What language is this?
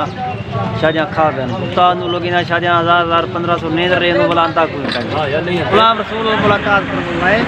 Saraiki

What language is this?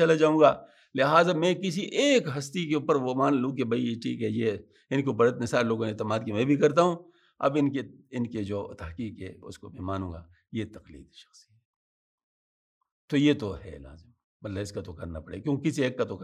Urdu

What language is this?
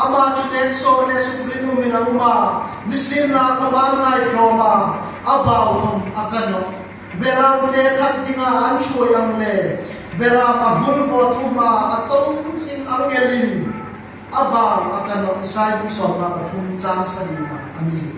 Hmar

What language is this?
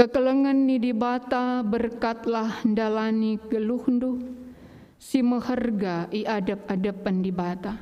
Batak Karo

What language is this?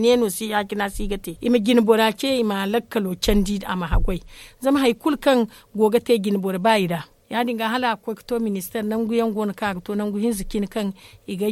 Zarma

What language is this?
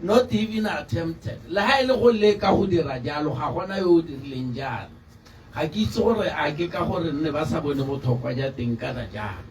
Tswana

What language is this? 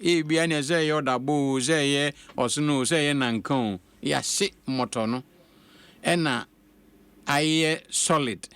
Akan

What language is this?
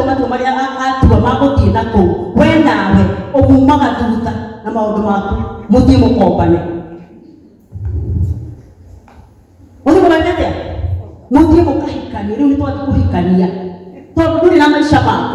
Kikuyu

